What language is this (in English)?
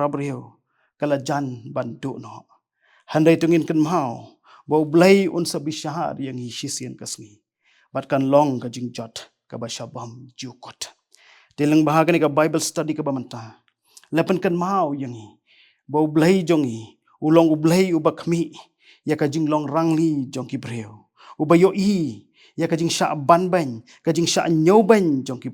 Khasi